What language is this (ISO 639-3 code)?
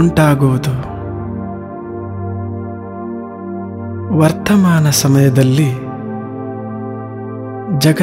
kan